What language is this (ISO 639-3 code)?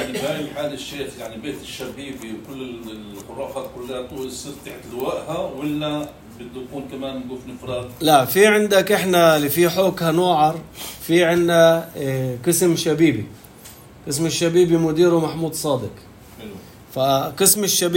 apc